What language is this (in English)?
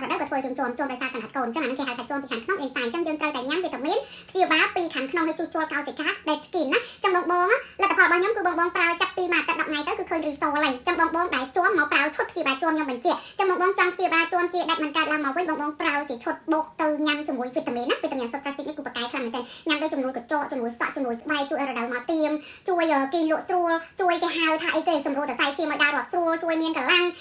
Khmer